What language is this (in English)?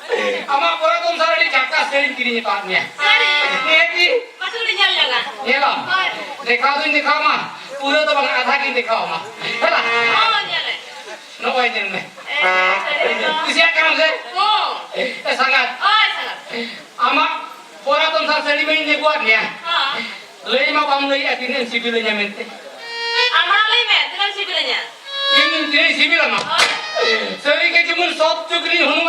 Santali